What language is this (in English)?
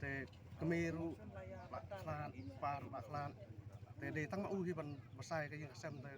Khasi